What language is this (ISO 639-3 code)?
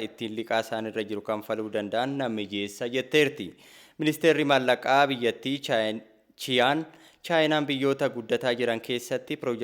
orm